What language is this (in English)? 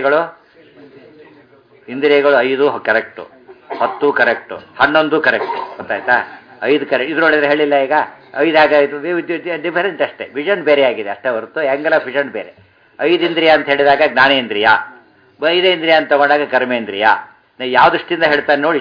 Kannada